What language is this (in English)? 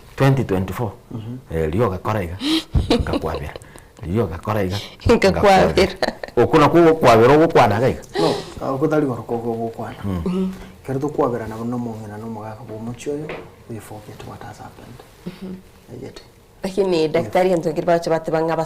Gusii